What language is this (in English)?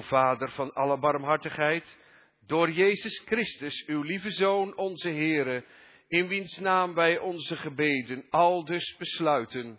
Dutch